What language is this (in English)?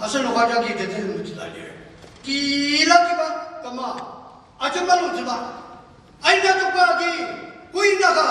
Ao Naga